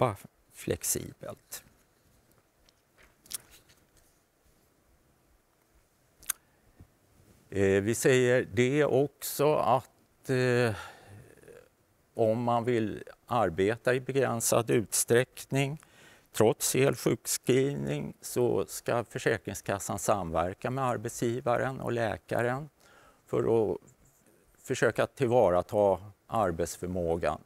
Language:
Swedish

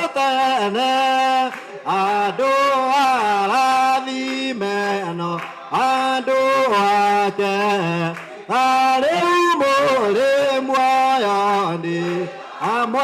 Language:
Kikuyu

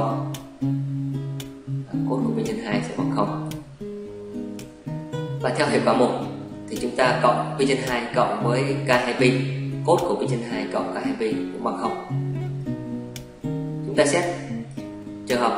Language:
Vietnamese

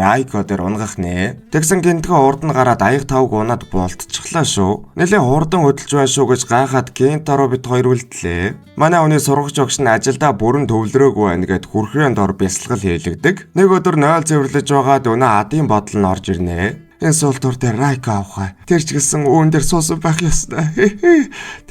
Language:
Mongolian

